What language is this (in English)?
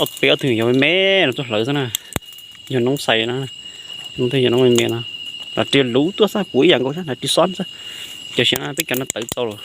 Hmong